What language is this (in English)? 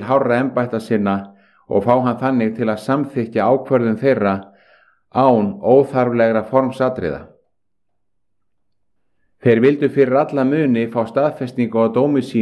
Icelandic